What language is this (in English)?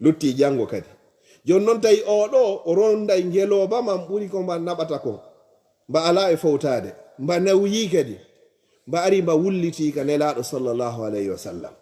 Fula